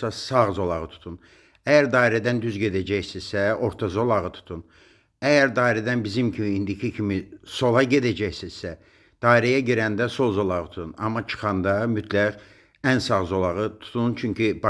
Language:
Azerbaijani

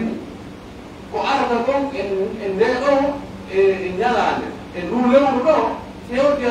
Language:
Pular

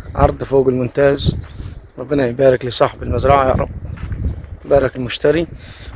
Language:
Egyptian Arabic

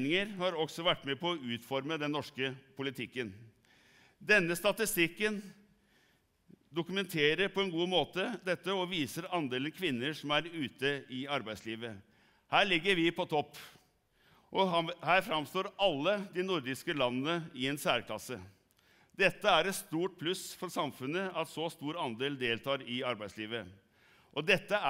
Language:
Norwegian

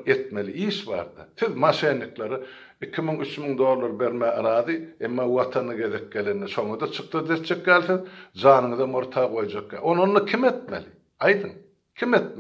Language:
Turkmen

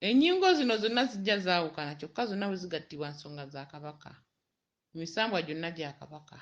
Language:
Ganda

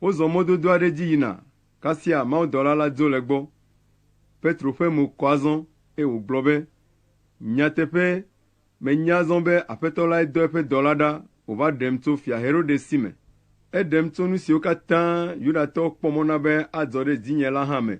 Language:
Ewe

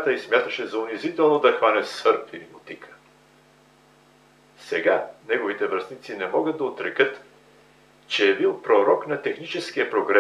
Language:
Bulgarian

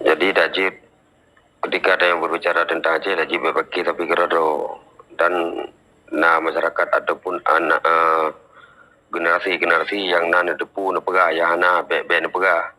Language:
Achinese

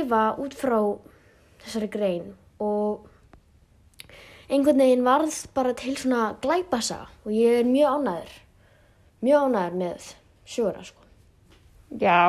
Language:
Icelandic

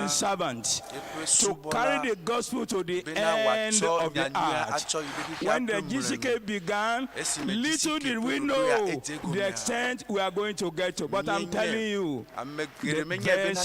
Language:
Ewe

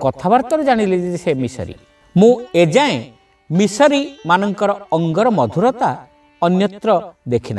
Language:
Odia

